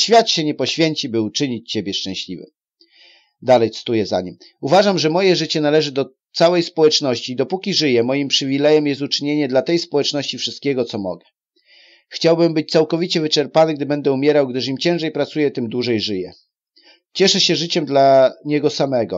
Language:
Polish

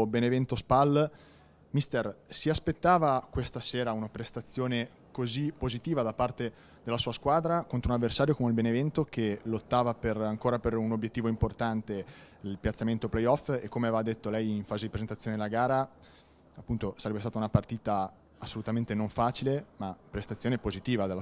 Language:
Italian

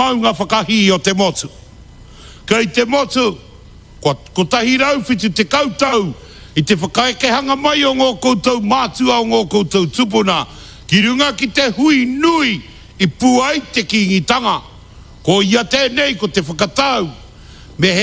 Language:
Māori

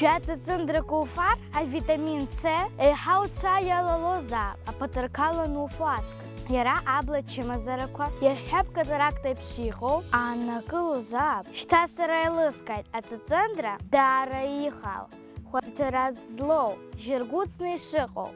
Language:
Abkhazian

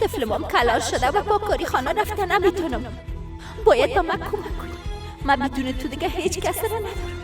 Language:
Persian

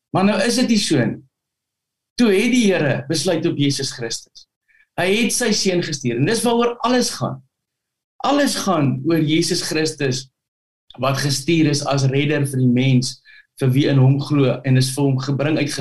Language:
Afrikaans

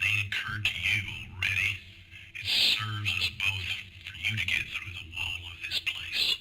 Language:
Low German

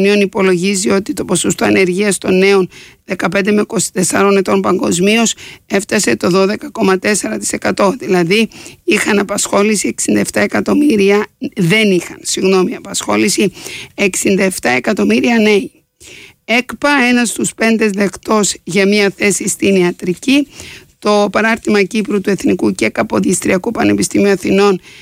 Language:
Greek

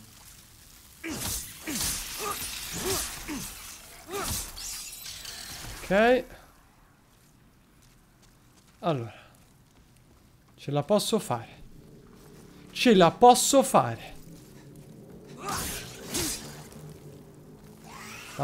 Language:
Italian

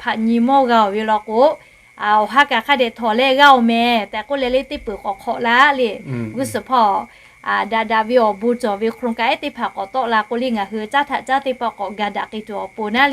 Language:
Lahu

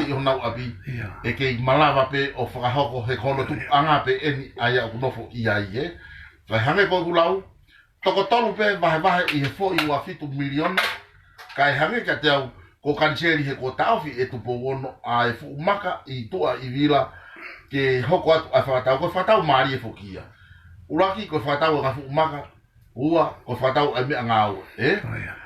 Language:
Tongan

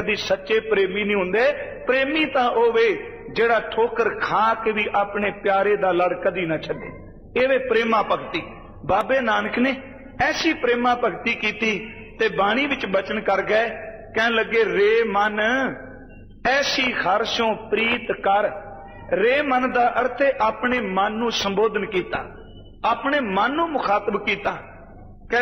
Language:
Punjabi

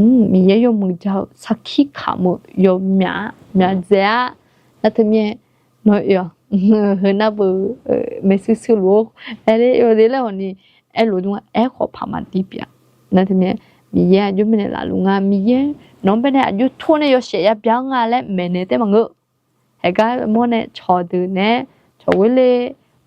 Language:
Akha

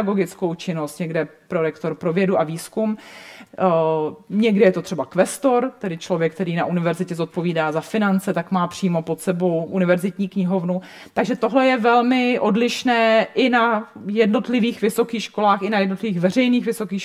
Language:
Czech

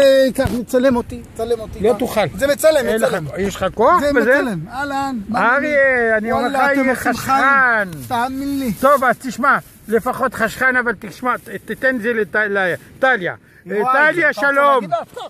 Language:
Hebrew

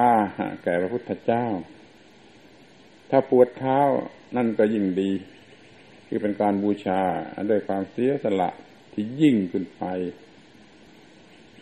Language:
Thai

